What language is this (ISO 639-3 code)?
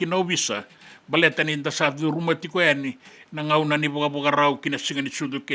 fij